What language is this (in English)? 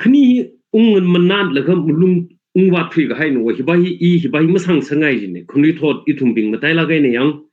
Tangkhul Naga (India)